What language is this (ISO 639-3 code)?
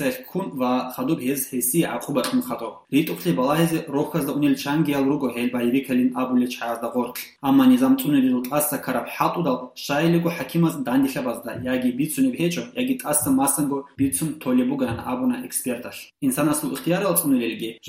ava